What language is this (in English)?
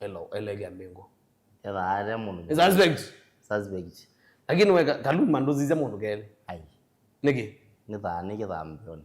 Kamba